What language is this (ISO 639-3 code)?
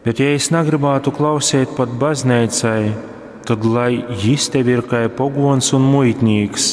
ltg